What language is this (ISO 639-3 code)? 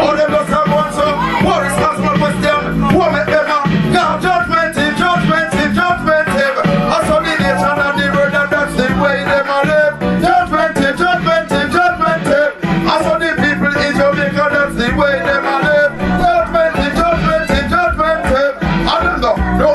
jam